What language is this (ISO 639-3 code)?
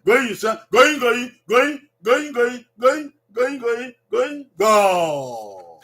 bin